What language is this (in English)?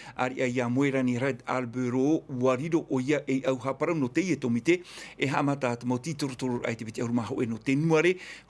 Tahitian